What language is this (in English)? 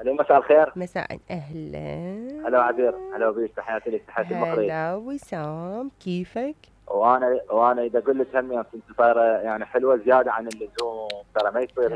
Mesopotamian Arabic